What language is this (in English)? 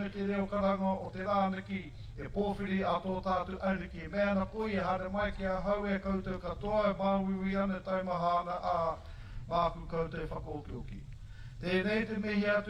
Māori